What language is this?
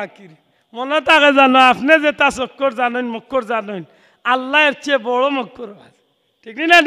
Sylheti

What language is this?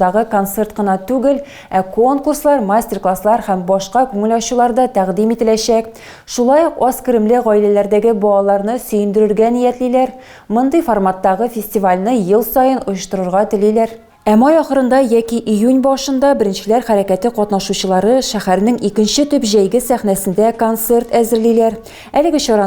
Tatar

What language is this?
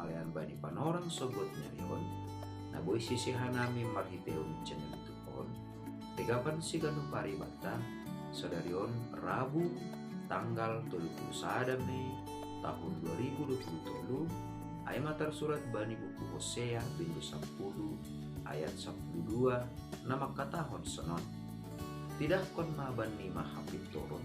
Batak Simalungun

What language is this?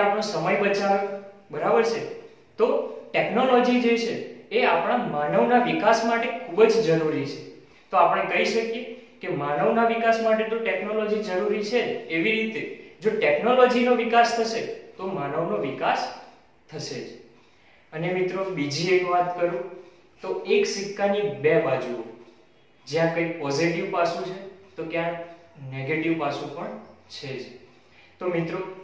Gujarati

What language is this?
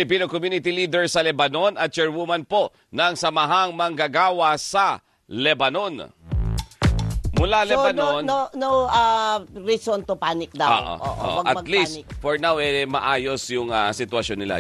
Filipino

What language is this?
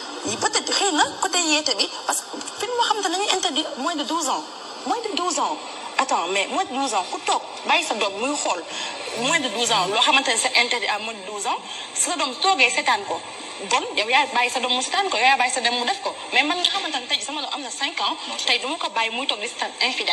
Wolof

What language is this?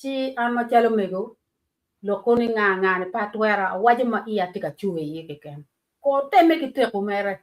Acoli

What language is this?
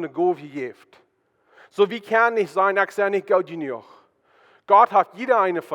Plautdietsch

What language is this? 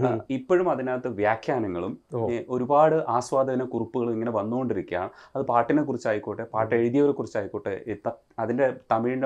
Malayalam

